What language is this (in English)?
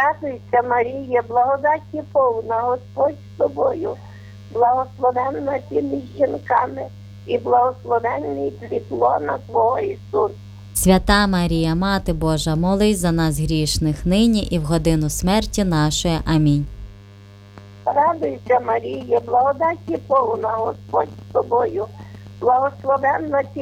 Ukrainian